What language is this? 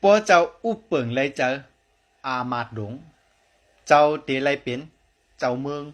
Shan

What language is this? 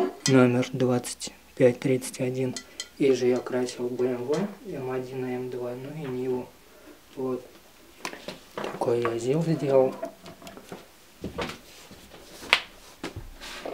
Russian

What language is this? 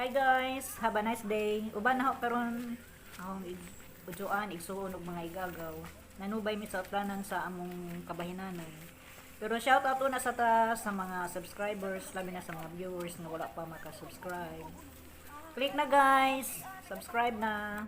Cebuano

